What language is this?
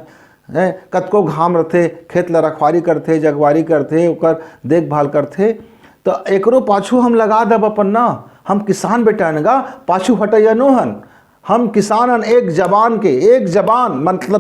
Chhattisgarhi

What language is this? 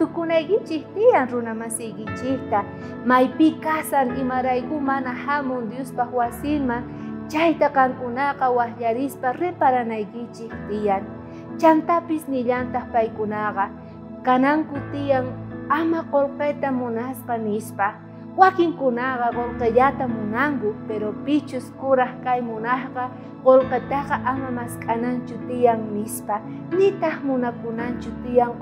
South Bolivian Quechua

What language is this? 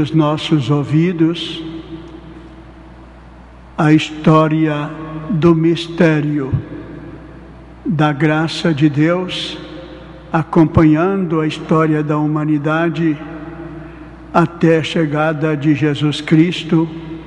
Portuguese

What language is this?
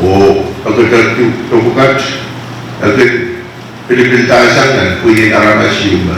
Pohnpeian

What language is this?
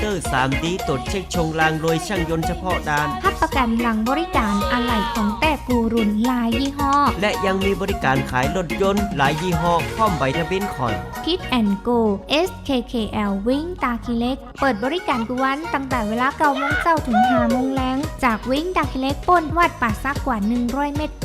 Shan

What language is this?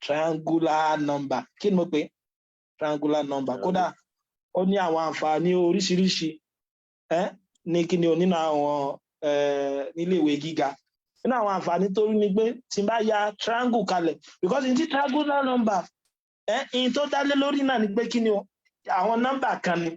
Yoruba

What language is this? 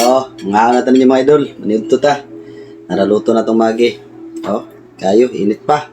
Cebuano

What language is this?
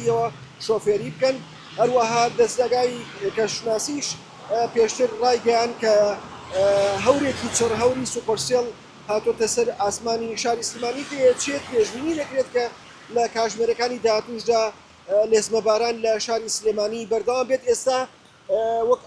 Central Kurdish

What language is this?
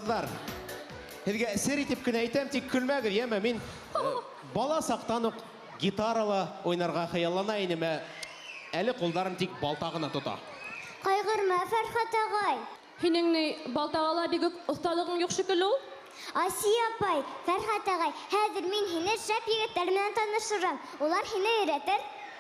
Bashkir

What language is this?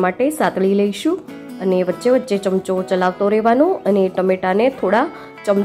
Gujarati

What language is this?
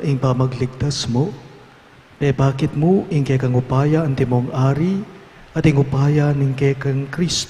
Pampanga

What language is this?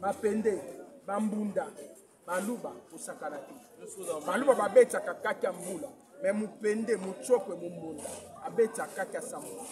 Lingala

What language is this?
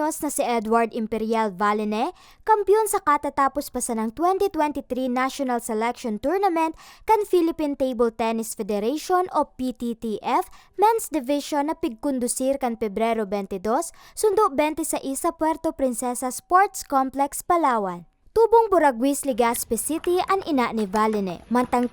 Bikol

